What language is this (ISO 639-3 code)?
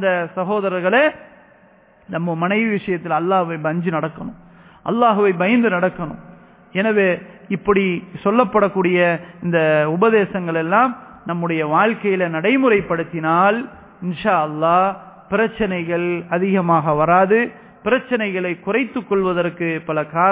tam